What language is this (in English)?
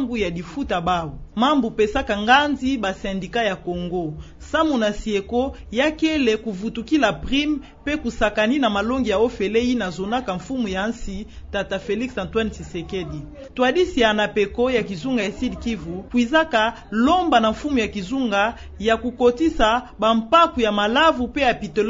Kituba (Democratic Republic of Congo)